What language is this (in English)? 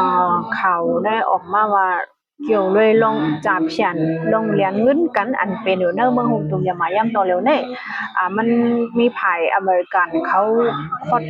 Shan